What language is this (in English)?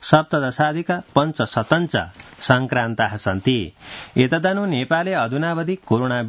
Sanskrit